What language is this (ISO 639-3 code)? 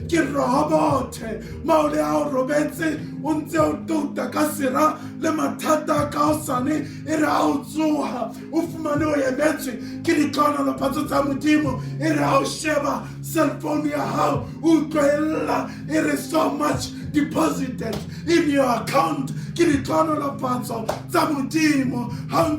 sot